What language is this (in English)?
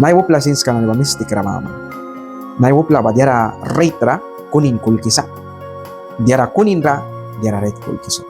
Mískito